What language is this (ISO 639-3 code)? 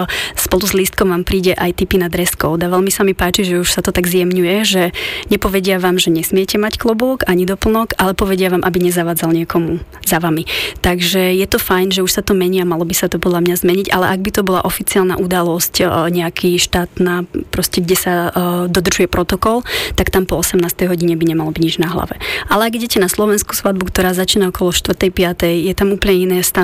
slk